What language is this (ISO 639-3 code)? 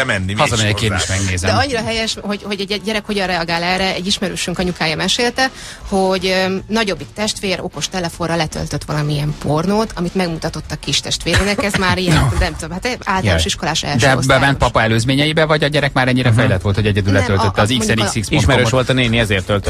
hun